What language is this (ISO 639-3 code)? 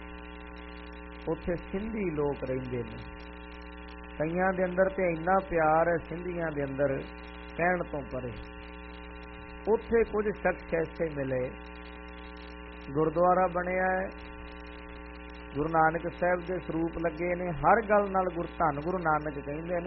pan